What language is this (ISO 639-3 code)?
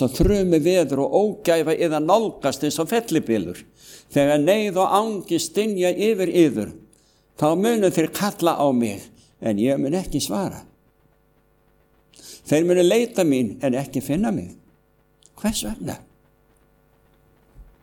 isl